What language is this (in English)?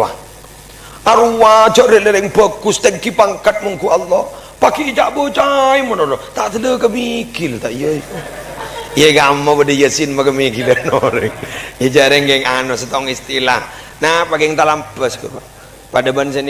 Madurese